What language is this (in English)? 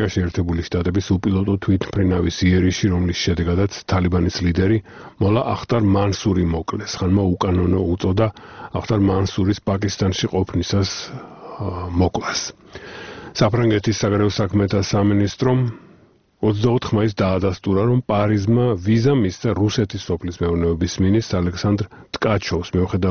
Georgian